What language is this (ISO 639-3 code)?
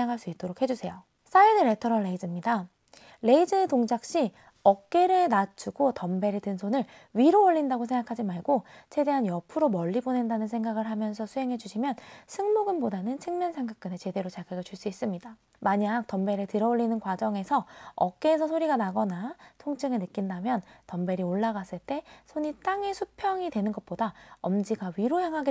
kor